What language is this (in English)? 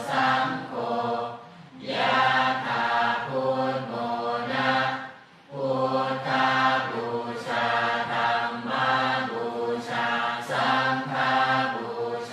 Pali